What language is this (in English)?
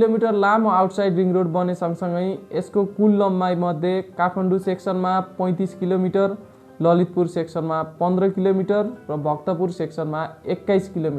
Nepali